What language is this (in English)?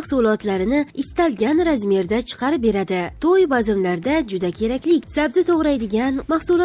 Uzbek